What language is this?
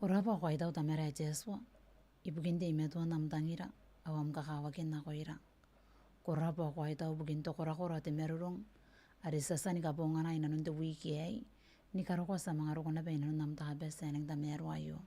Gilbertese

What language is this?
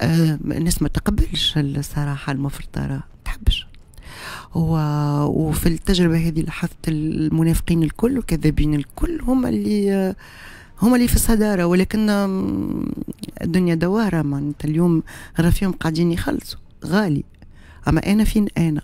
Tunisian Arabic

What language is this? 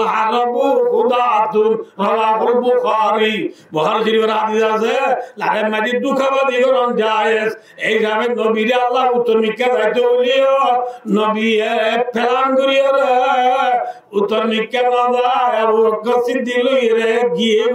Rohingya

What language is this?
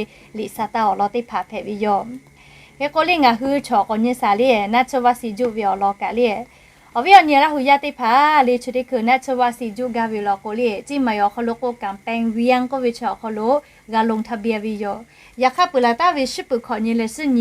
Lahu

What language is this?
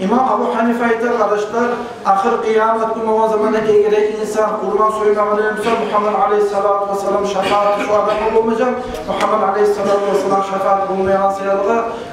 Kumyk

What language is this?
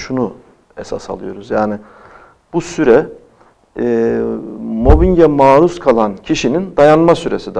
Turkish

